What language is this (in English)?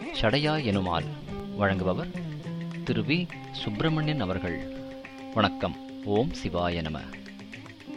Tamil